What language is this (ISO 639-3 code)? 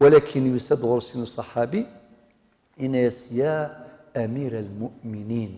kab